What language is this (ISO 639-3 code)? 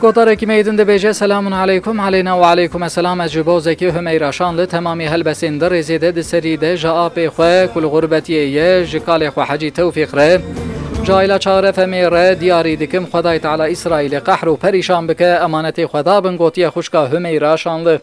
kur